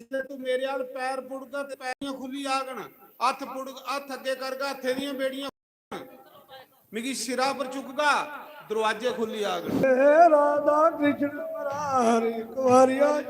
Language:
Dogri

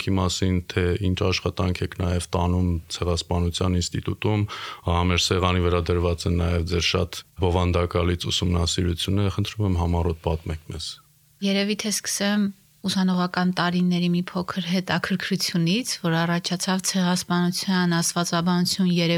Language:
Armenian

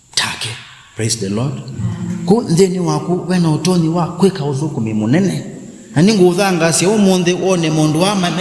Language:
Kamba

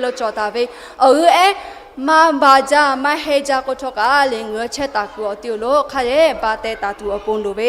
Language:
Lahu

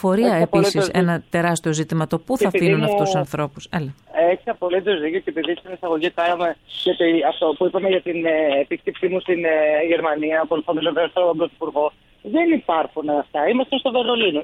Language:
Greek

